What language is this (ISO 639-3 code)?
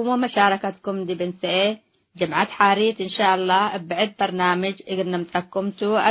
tig